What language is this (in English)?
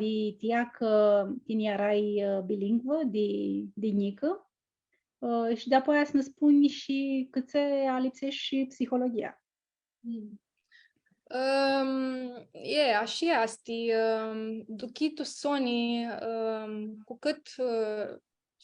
Aromanian